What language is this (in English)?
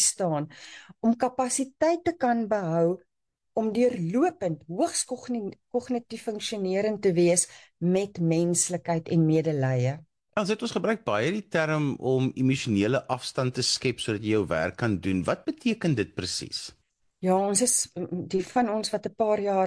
Afrikaans